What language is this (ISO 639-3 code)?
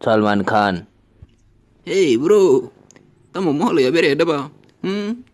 trp